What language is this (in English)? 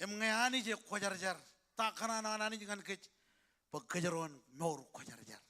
Marshallese